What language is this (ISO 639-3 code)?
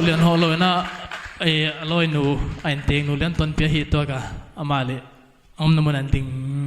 pck